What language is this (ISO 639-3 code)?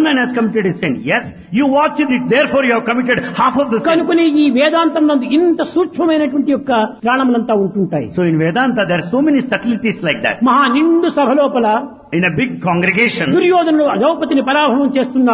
tel